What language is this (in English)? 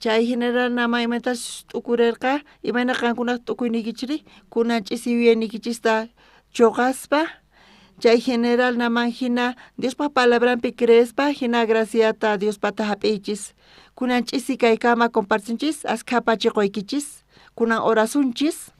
South Bolivian Quechua